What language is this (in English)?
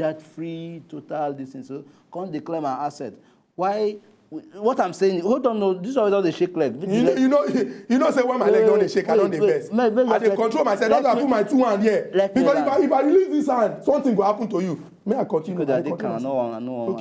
Nigerian Pidgin